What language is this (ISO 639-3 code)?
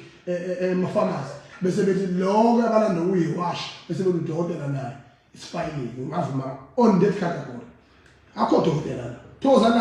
zul